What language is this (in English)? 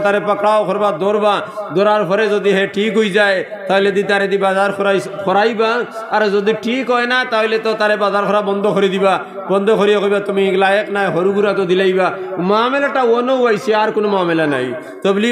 Sylheti